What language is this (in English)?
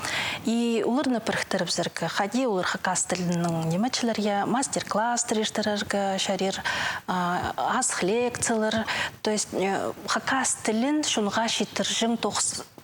Khakas